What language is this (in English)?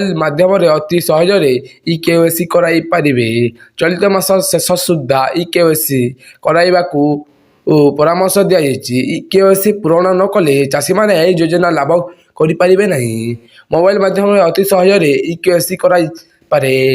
Odia